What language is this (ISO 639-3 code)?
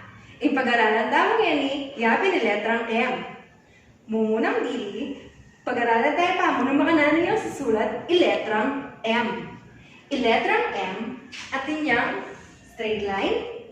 pam